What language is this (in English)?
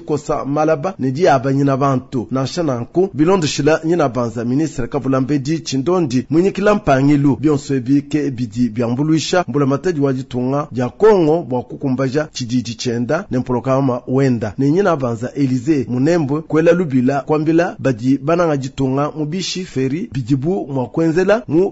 Luba-Lulua